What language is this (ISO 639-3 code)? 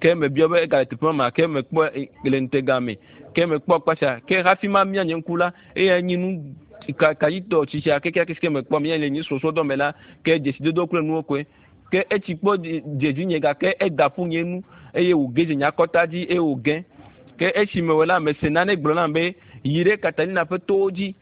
ewe